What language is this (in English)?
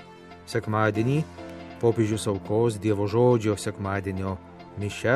Lithuanian